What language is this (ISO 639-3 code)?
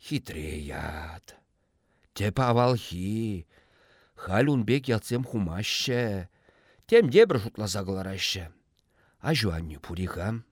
chv